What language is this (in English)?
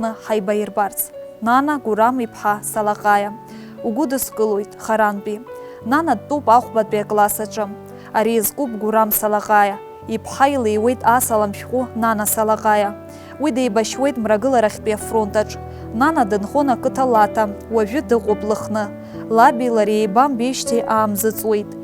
Abkhazian